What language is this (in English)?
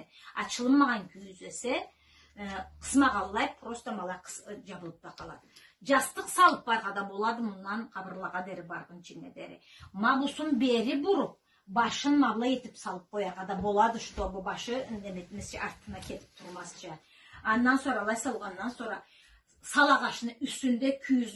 Karachay-Balkar